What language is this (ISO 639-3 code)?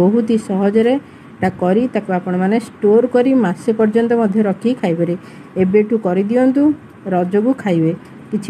ori